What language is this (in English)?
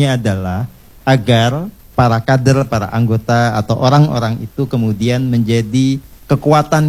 Indonesian